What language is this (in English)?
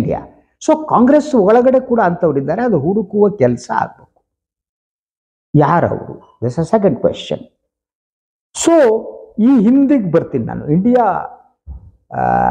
Kannada